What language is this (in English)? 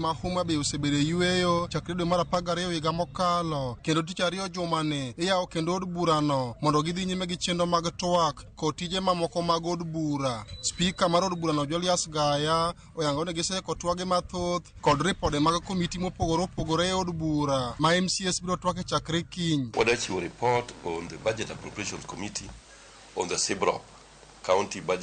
Luo (Kenya and Tanzania)